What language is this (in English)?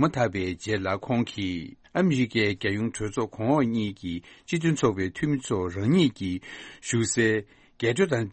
Tibetan